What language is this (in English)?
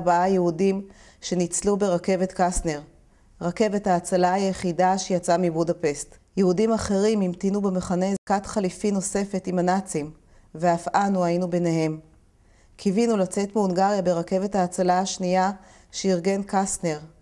Hebrew